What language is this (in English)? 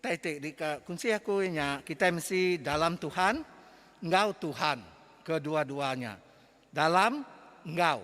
Iban